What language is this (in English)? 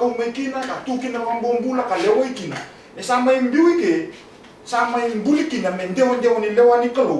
Fijian